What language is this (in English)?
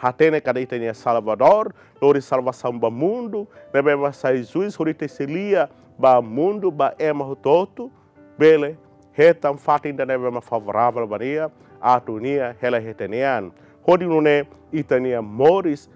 Tetum